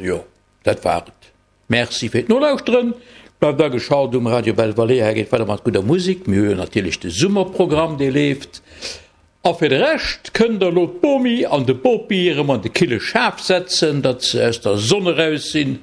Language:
Luxembourgish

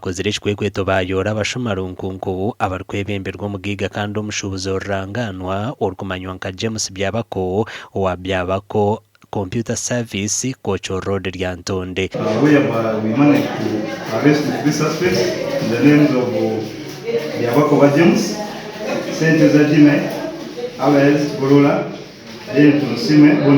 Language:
Nyankole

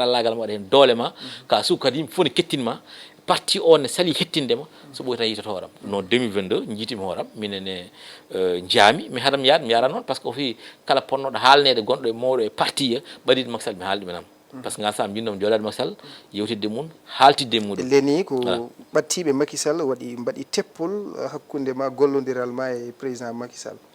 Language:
Fula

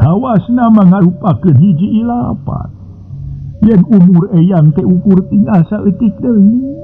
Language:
Sundanese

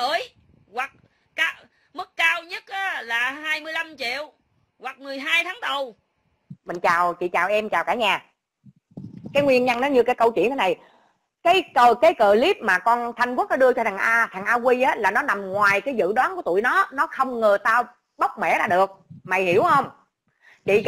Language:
Vietnamese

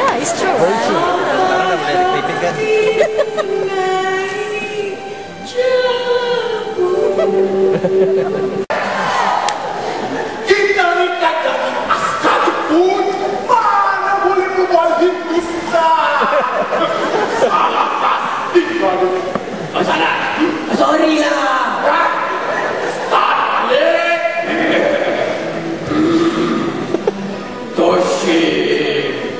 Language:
Malay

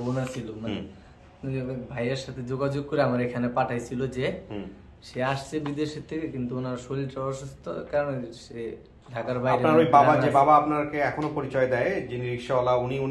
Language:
Bangla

